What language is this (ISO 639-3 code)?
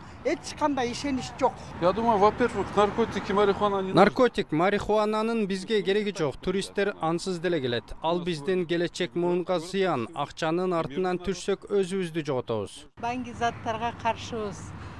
kir